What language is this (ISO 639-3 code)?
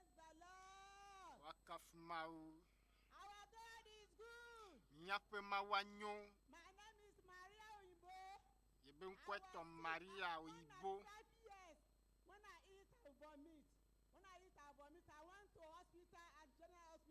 ewe